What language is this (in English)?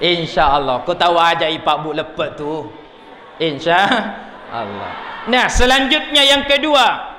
Buginese